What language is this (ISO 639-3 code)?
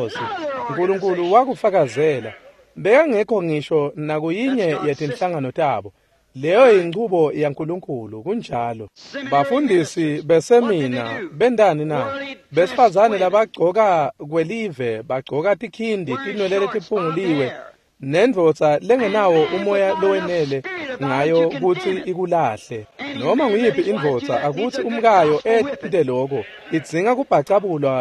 ssw